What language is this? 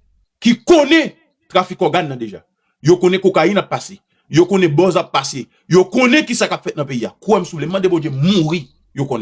Haitian Creole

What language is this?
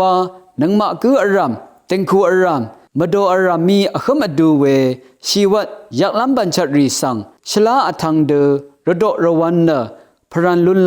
Rawang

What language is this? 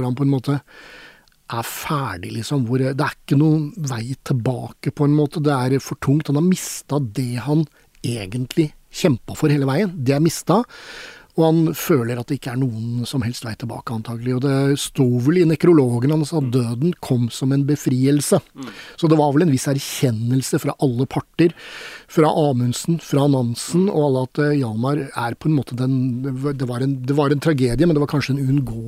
Norwegian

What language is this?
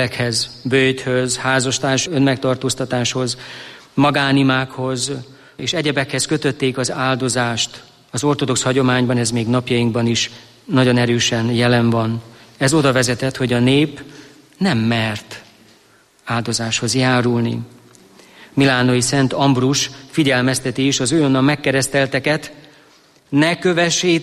Hungarian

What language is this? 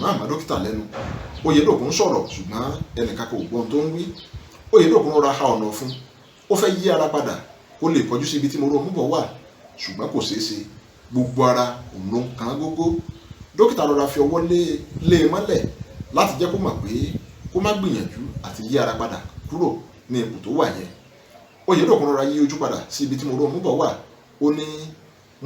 Yoruba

